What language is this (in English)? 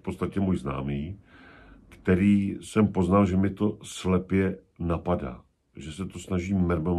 Czech